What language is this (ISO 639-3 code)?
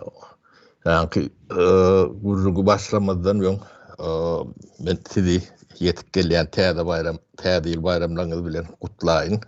tuk